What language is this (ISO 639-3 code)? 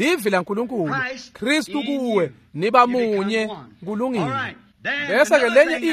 ssw